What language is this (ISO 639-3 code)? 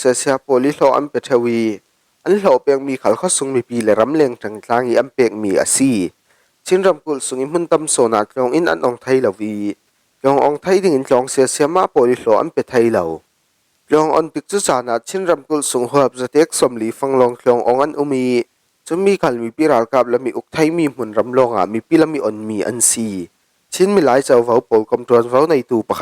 cfm